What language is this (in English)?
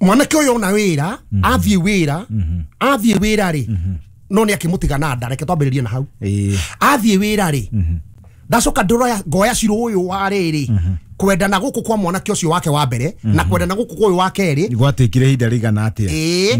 Kikuyu